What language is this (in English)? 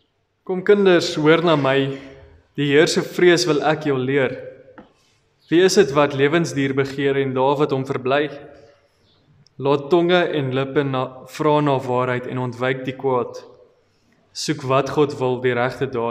Afrikaans